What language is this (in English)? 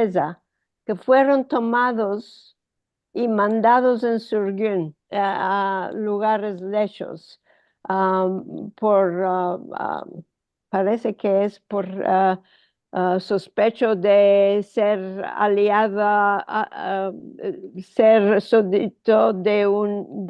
Ladino